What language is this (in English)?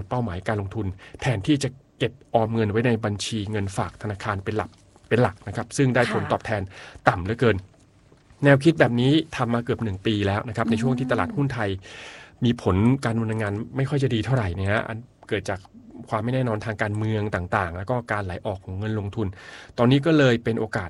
Thai